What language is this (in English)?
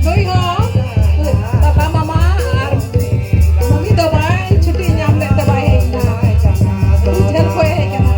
Santali